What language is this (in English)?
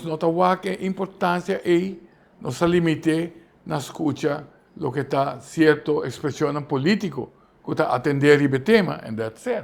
Papiamento